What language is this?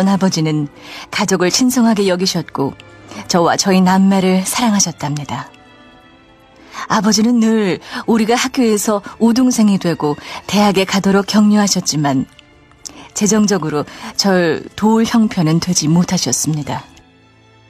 Korean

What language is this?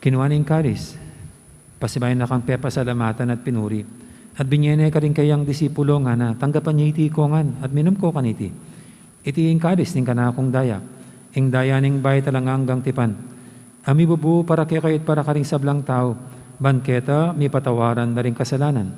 Pampanga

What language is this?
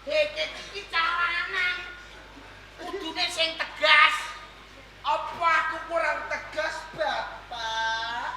Javanese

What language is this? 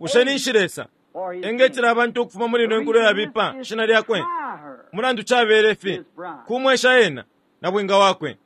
Bemba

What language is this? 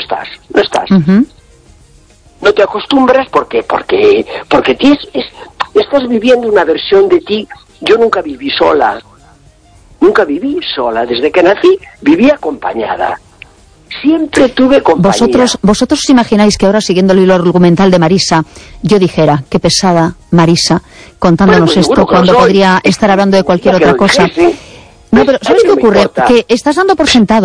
Spanish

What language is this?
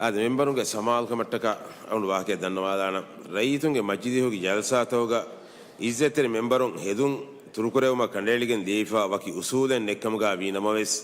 Divehi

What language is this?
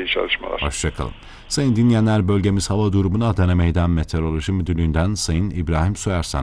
Turkish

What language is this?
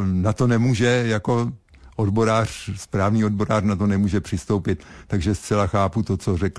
Czech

